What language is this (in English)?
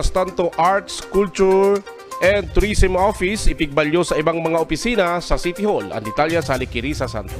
Bikol